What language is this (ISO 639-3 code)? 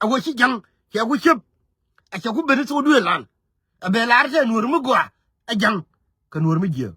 nus